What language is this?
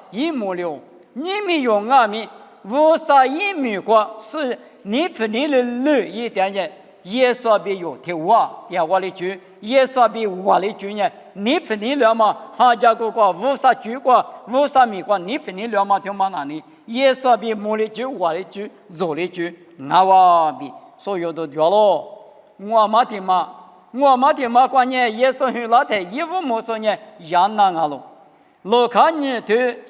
Lisu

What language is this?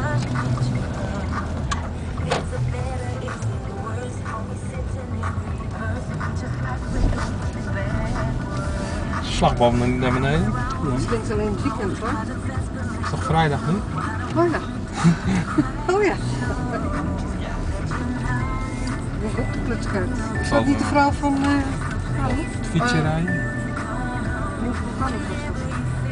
Dutch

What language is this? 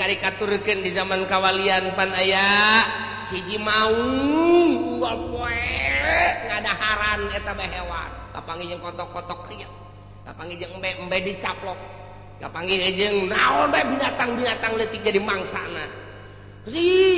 Sundanese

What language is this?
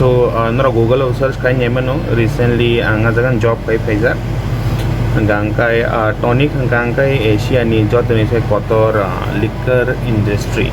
Kok Borok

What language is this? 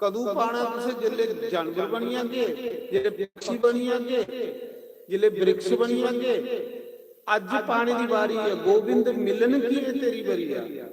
Dogri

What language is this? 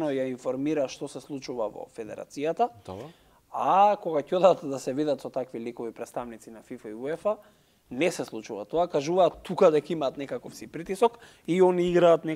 Macedonian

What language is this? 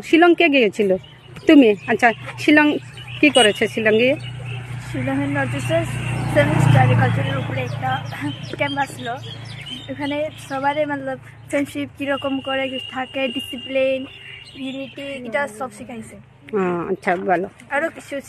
Bishnupriya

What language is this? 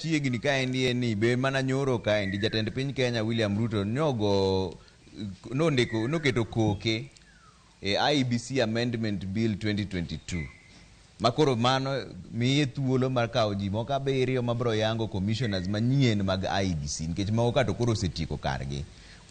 Luo (Kenya and Tanzania)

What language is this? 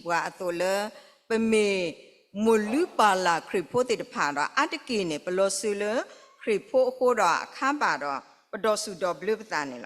S'gaw Karen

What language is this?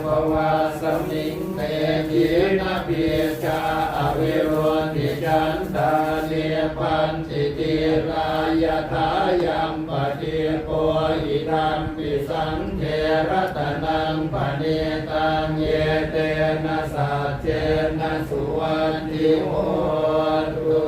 Pali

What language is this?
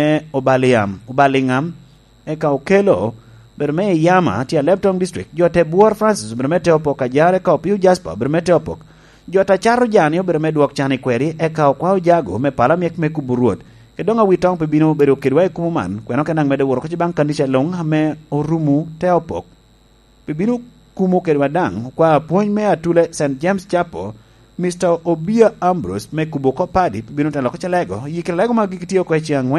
Lango (Uganda)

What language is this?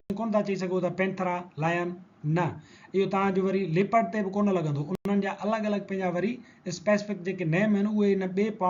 Sindhi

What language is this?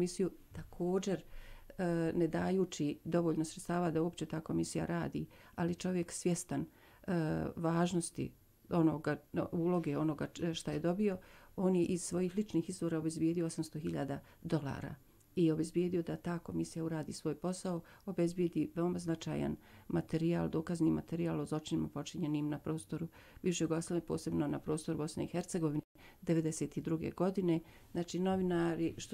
Bosnian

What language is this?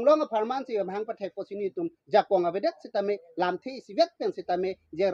Karbi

